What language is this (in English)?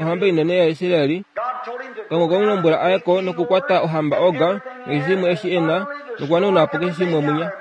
Kuanyama